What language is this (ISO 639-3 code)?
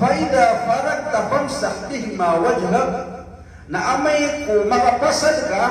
mrw